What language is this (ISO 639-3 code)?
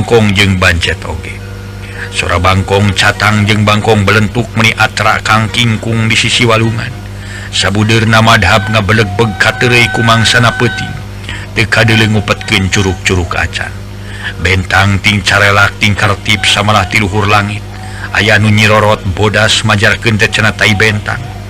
sun